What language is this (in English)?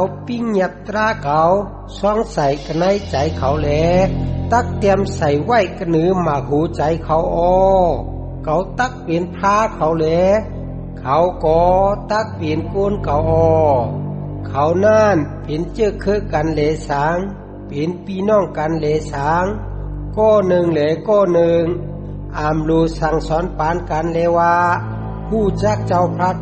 Shan